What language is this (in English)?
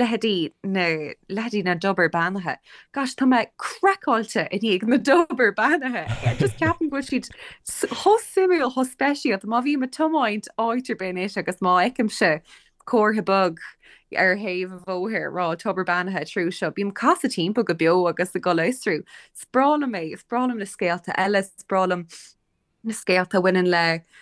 Irish